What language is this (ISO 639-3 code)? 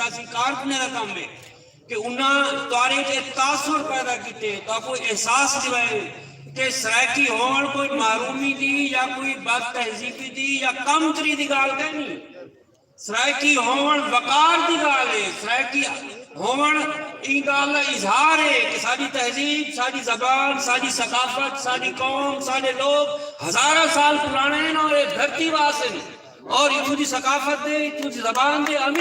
skr